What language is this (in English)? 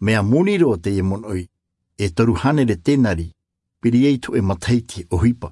Tahitian